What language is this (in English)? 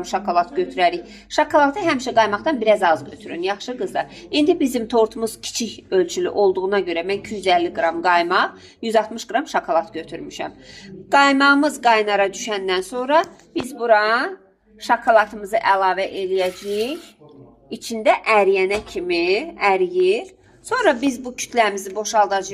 Azerbaijani